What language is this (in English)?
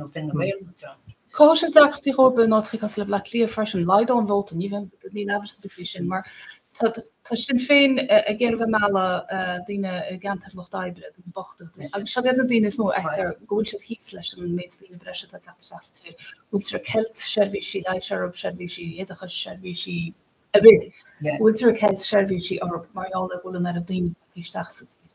Irish